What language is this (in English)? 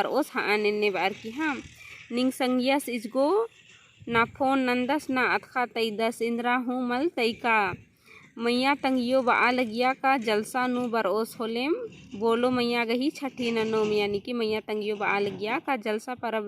Kurukh